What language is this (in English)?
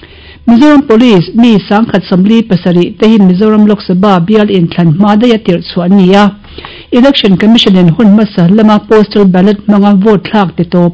Mizo